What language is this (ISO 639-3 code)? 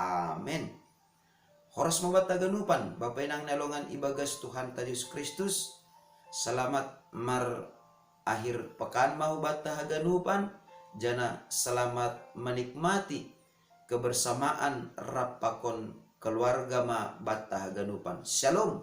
bts